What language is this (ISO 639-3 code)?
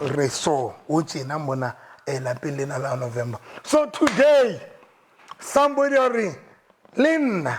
sot